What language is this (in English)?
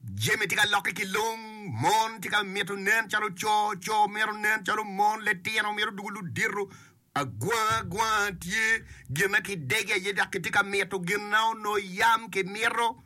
Acoli